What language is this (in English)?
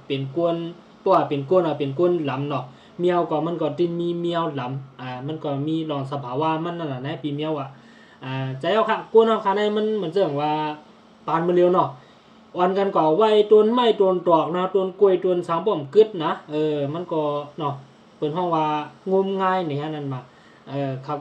Shan